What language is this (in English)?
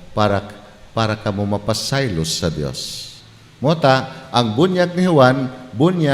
Cebuano